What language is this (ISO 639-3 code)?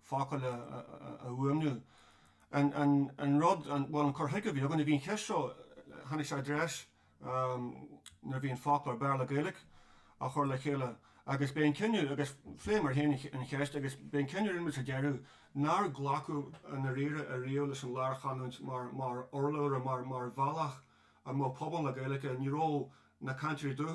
gle